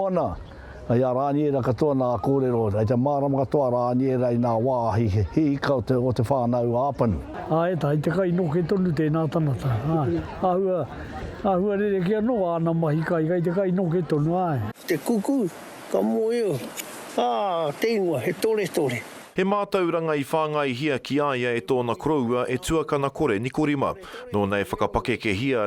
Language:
Māori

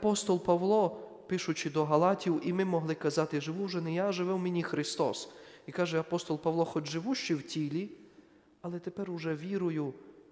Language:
Ukrainian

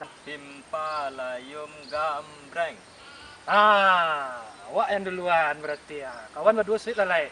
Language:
Minangkabau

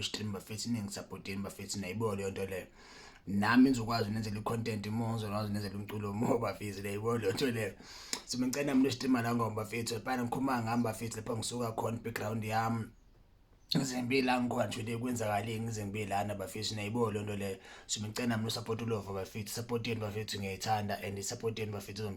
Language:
Zulu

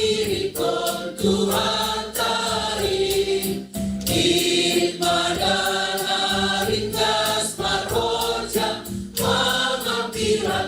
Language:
Batak Simalungun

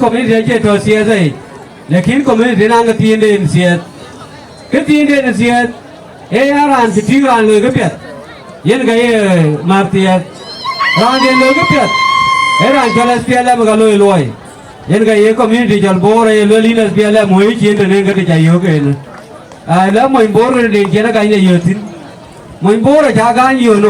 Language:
Dinka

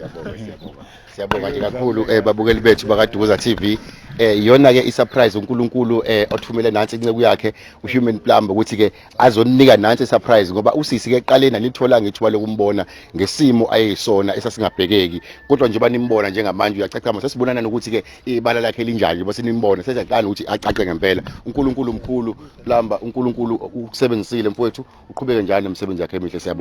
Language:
Zulu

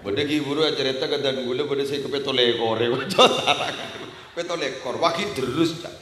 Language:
Madurese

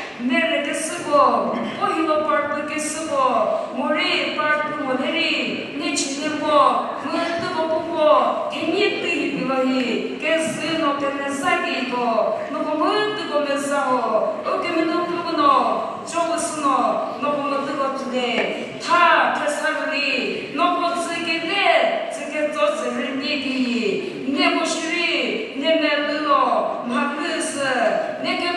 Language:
Chokri Naga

